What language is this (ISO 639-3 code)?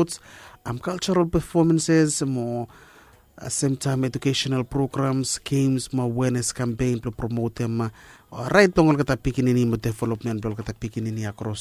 bis